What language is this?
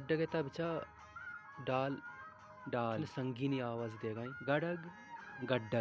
Baluchi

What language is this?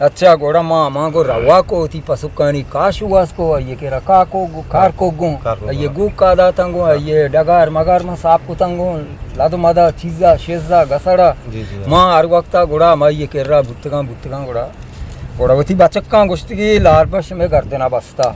Eastern Balochi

